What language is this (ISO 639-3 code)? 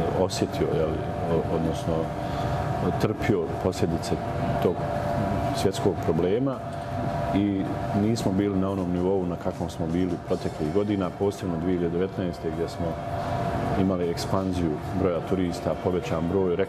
bos